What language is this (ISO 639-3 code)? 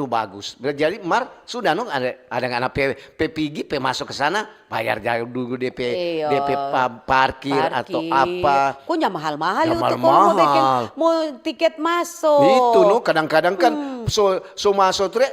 xmm